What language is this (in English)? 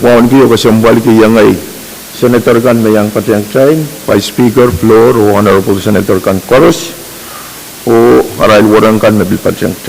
Pohnpeian